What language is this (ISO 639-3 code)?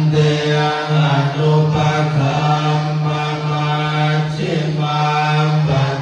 pli